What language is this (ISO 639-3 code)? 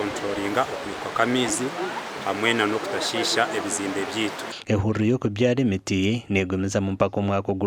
nyn